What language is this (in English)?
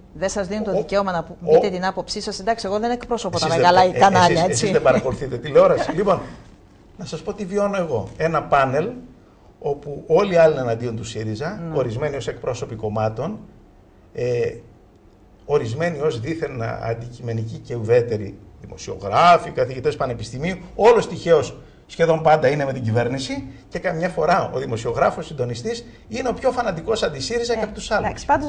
Greek